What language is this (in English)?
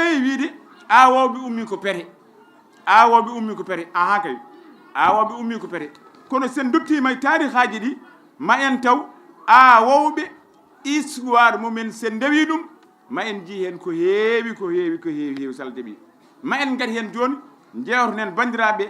Fula